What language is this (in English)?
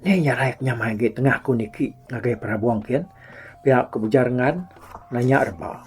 Iban